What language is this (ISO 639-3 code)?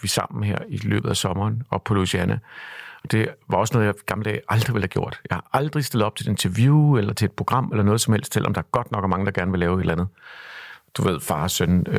dan